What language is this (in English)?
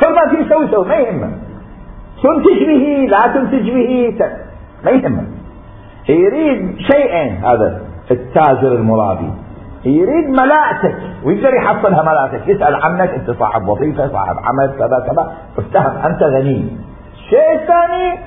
Mesopotamian Arabic